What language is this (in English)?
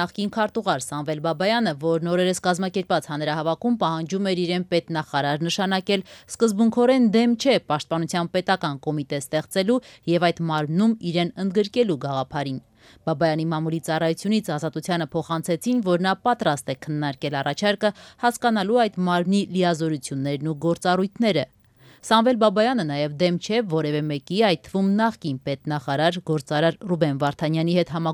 Armenian